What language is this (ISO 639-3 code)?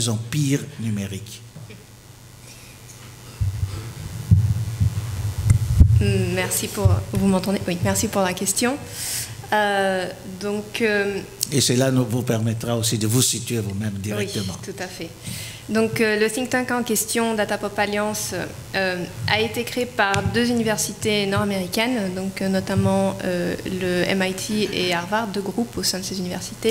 fra